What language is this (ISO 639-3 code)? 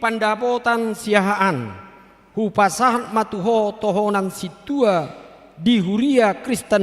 bbc